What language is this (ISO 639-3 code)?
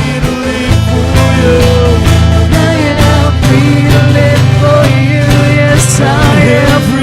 war